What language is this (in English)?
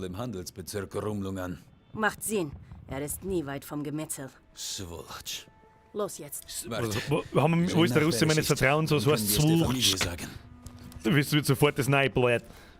Bavarian